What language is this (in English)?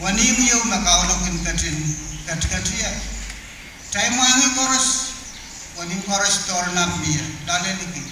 Pohnpeian